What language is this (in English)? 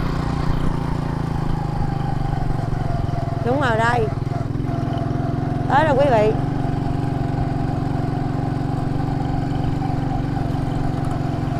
Vietnamese